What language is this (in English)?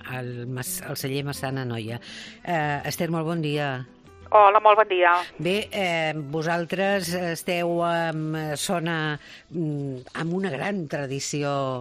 Catalan